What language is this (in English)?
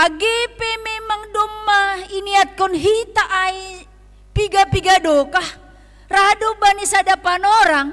Batak Simalungun